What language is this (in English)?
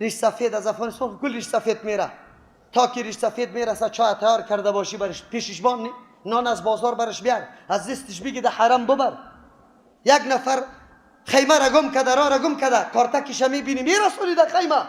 Persian